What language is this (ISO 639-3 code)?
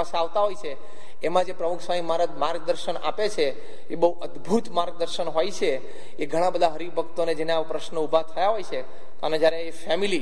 guj